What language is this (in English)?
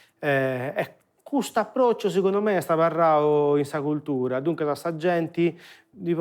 Sardinian